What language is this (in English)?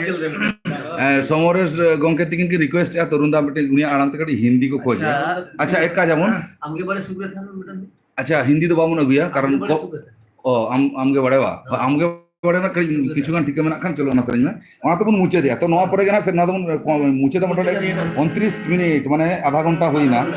Santali